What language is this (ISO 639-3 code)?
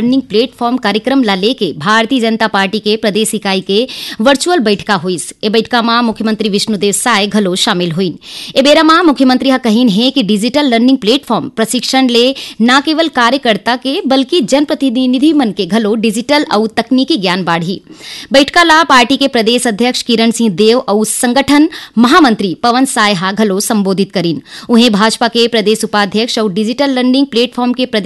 hne